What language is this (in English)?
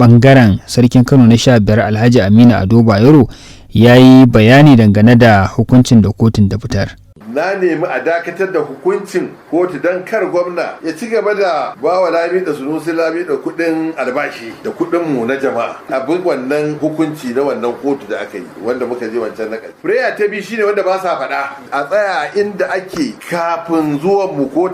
Hausa